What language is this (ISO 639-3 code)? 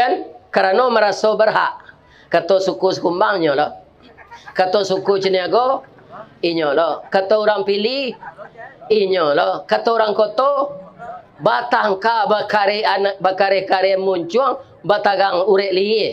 min